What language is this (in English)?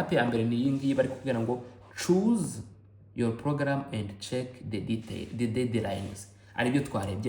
Kinyarwanda